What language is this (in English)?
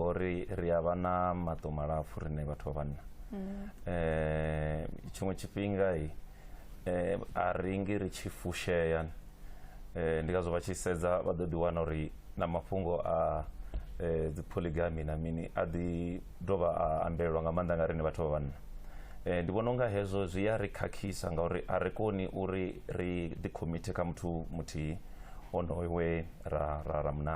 Venda